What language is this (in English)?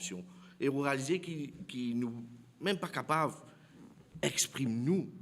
Morisyen